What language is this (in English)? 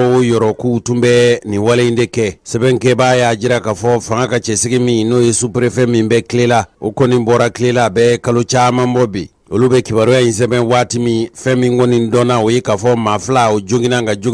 Bambara